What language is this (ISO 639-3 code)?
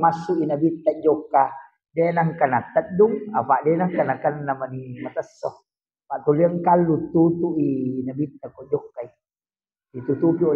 bug